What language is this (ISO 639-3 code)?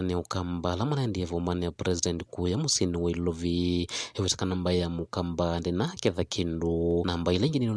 kam